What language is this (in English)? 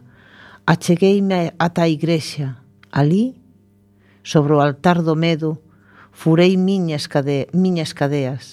Galician